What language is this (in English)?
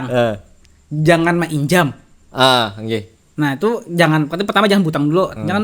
Banjar